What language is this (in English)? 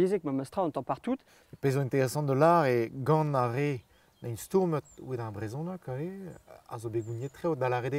Breton